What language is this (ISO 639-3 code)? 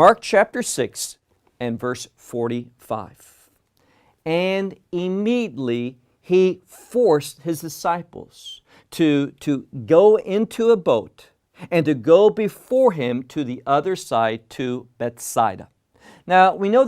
eng